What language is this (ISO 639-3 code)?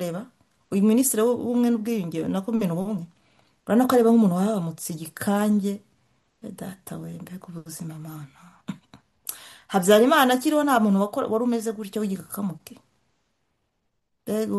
kin